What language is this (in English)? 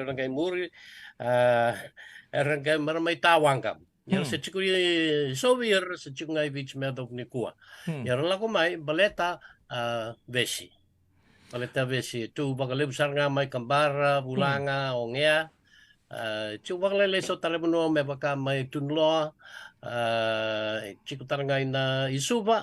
Fijian